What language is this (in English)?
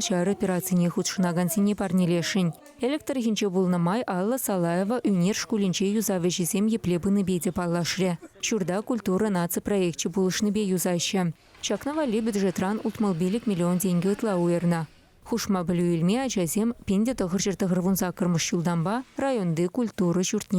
Chuvash